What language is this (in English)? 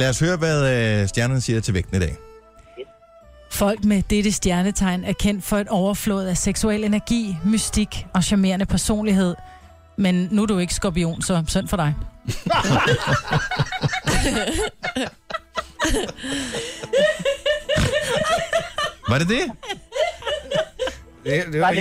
Danish